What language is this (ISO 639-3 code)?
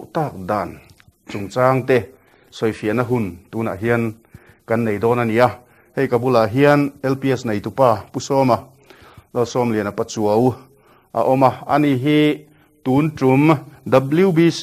lus